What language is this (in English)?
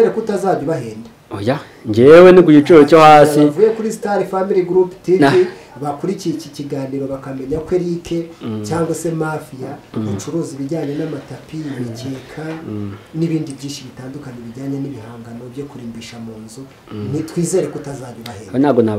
Kinyarwanda